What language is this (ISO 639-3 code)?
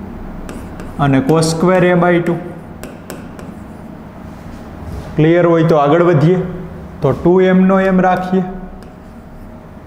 guj